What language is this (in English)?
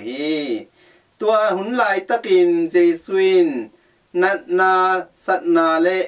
Tedim Chin